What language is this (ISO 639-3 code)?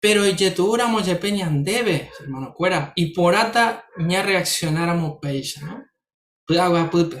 grn